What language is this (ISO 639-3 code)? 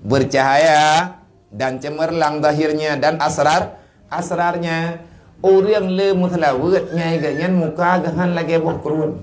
ace